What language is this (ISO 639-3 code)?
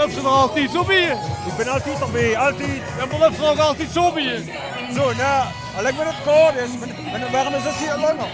lim